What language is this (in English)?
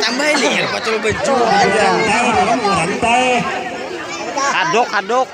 Banjar